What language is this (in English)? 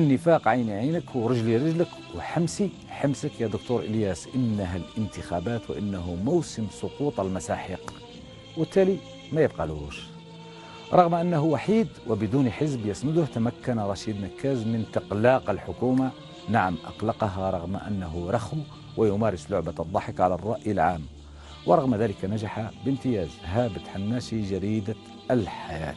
Algerian Arabic